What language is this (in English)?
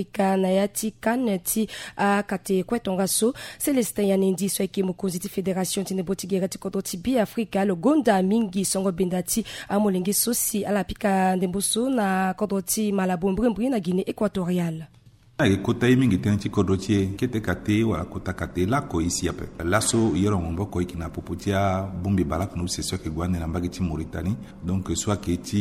Sango